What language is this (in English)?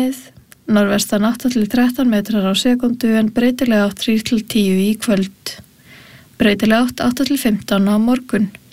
Icelandic